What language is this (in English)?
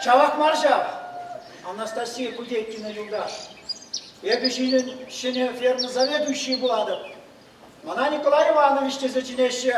Chuvash